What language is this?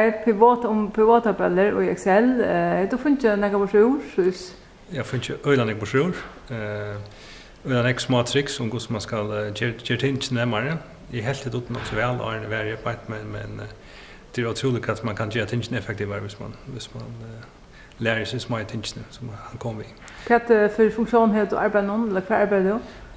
Faroese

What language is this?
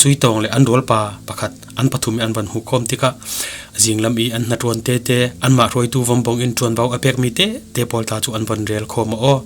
Falam Chin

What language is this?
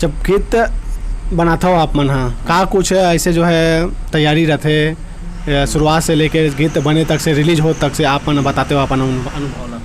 Chhattisgarhi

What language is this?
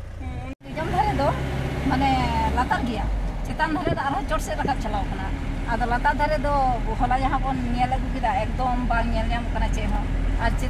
Santali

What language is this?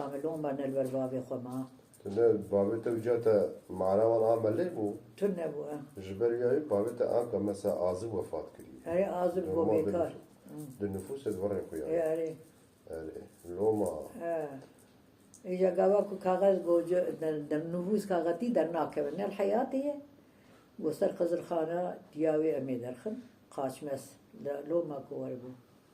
Kurdish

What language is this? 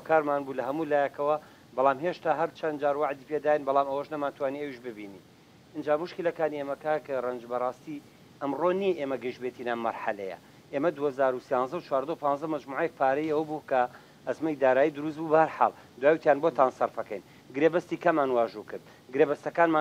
Central Kurdish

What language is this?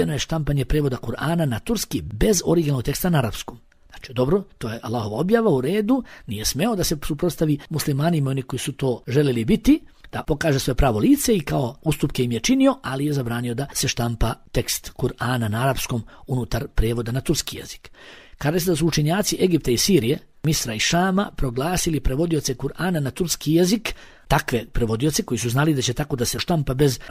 Bosnian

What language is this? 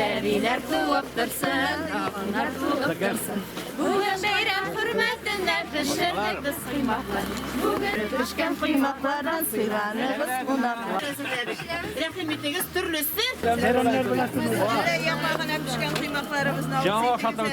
Tatar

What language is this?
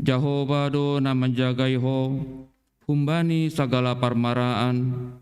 Batak Simalungun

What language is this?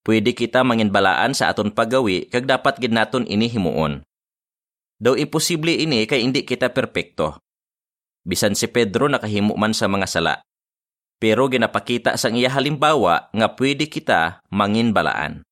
Hiligaynon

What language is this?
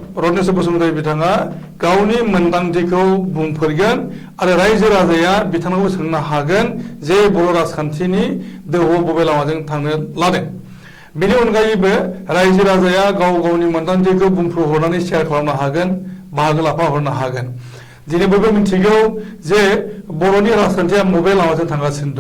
Bodo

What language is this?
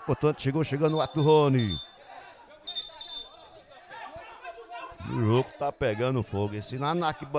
Portuguese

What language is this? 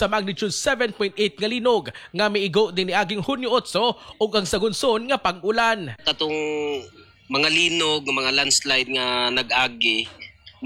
Cebuano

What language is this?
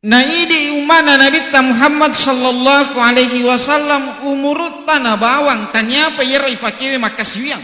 Buginese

